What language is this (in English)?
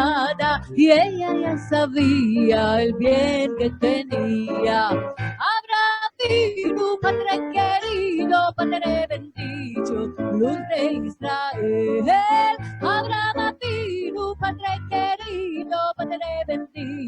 Ladino